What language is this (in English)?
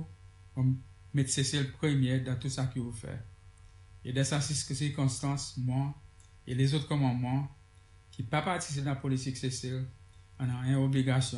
Seselwa Creole French